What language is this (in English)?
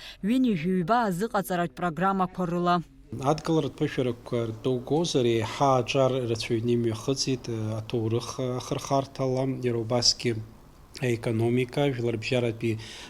Abkhazian